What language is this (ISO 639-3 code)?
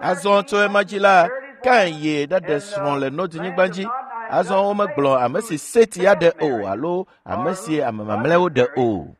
ewe